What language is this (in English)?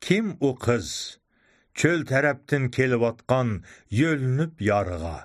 Uyghur